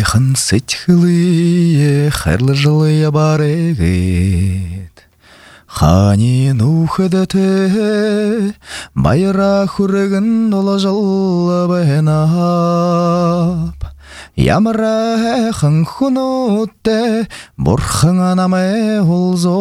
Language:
Buriat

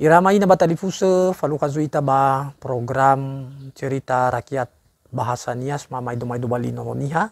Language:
Nias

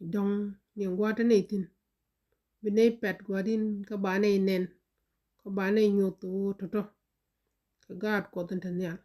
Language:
Nuer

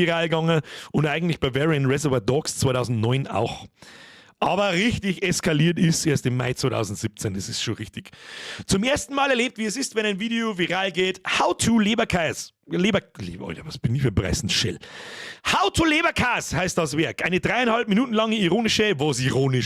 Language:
Bavarian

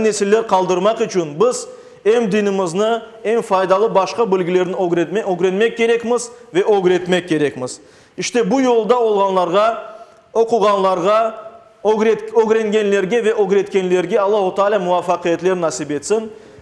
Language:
Crimean Tatar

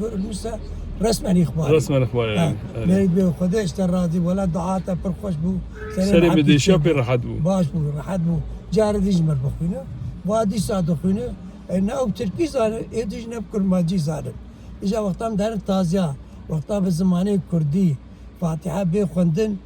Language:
Kurdish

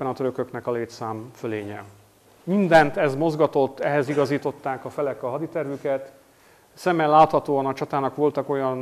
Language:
Hungarian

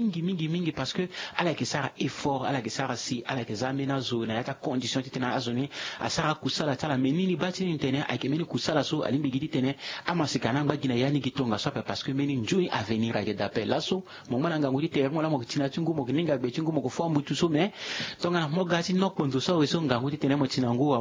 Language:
Sango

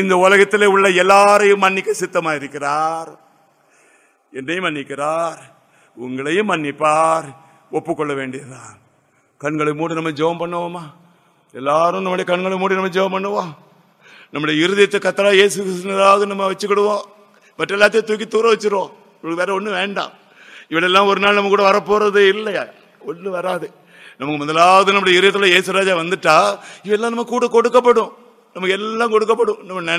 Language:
Tamil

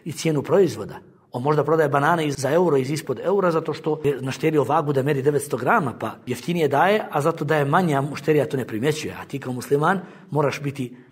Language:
Bosnian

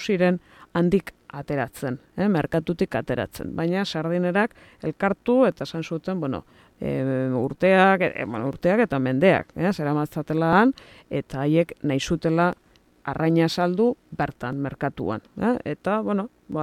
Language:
Basque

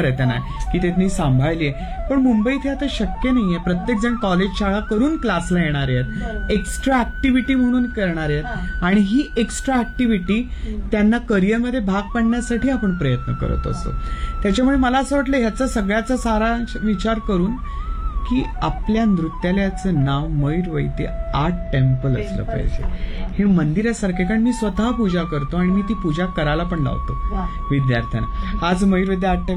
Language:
Marathi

